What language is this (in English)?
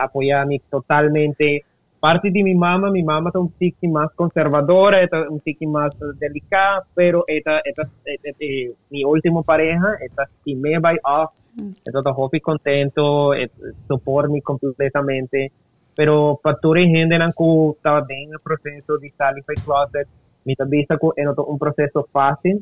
Papiamento